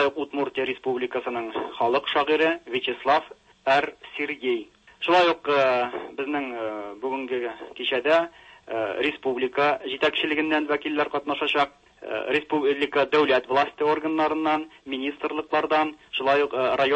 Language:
Tatar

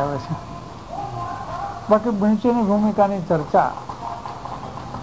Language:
Gujarati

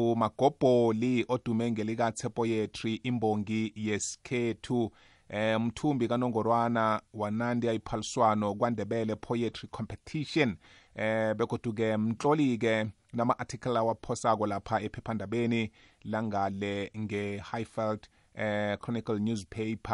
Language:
South Ndebele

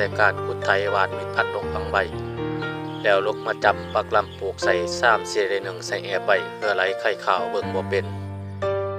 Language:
Lao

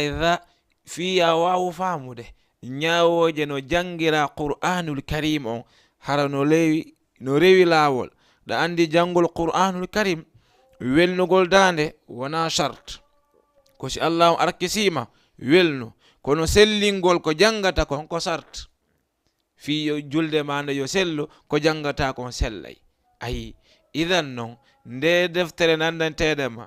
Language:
Fula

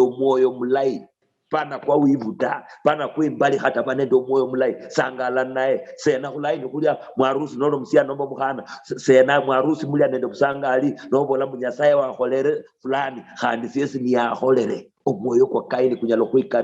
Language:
Luyia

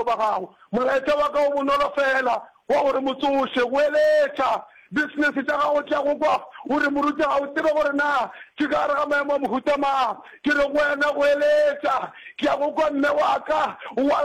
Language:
Northern Sotho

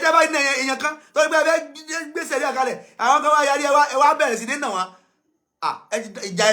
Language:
Yoruba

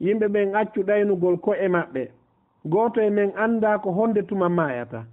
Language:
Fula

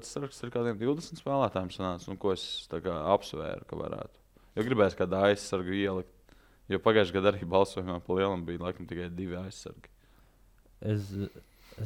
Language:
Latvian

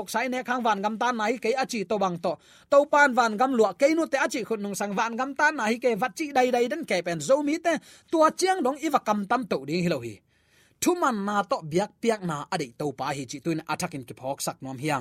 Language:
Tedim Chin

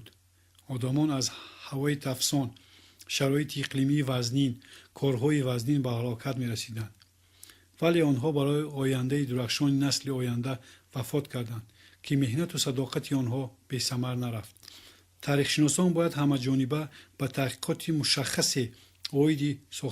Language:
Tajik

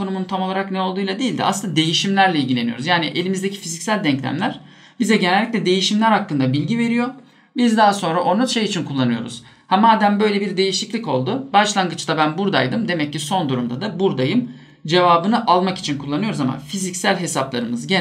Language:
Turkish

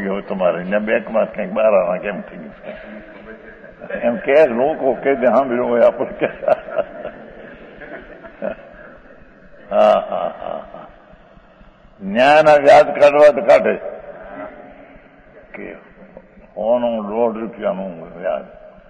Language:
Gujarati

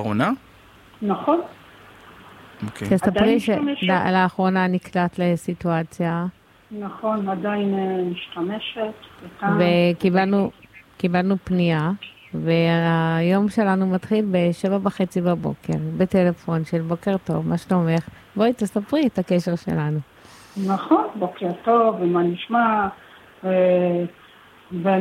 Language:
Hebrew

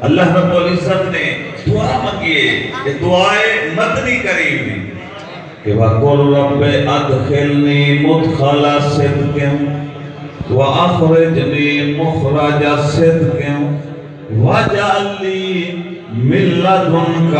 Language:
Saraiki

